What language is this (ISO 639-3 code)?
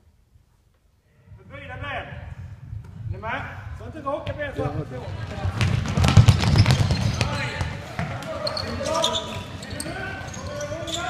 swe